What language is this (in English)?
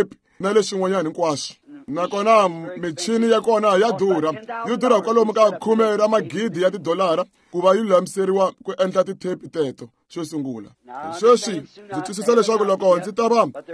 Tsonga